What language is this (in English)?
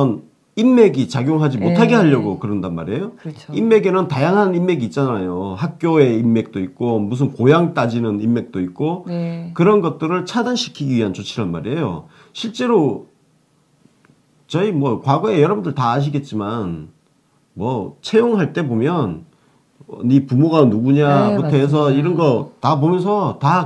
Korean